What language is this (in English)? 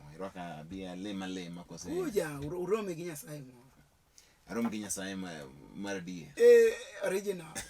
Luo (Kenya and Tanzania)